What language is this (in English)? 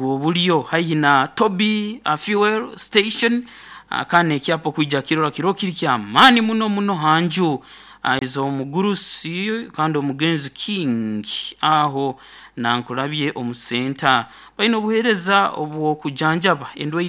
Nyoro